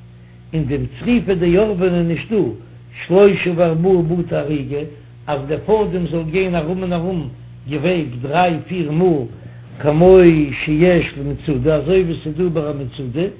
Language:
Yiddish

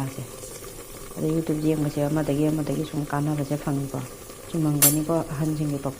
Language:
Manipuri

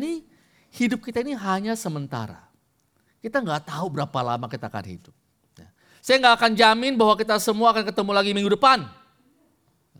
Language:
Indonesian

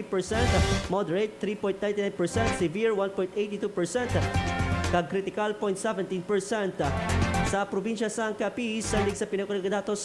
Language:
Hiligaynon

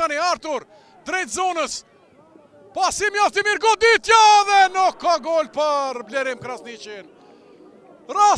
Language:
Albanian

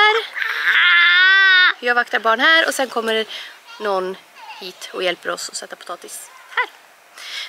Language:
Swedish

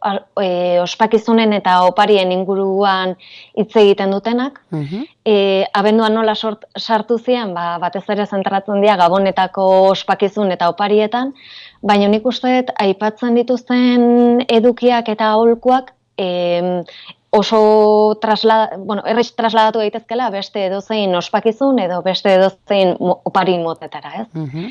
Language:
Basque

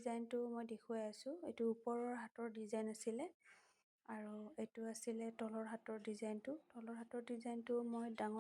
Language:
Assamese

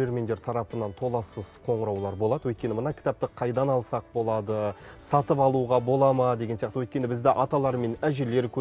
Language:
Kazakh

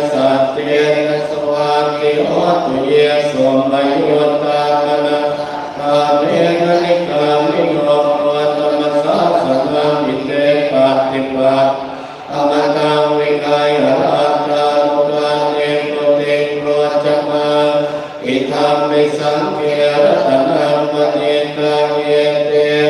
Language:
Pali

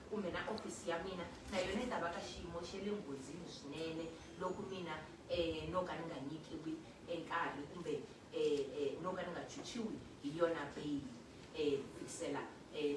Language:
Tsonga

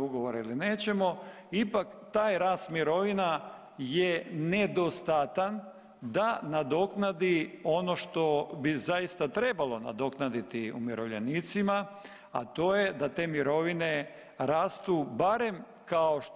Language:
Croatian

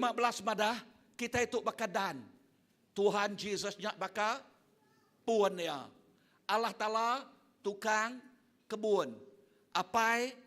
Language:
Iban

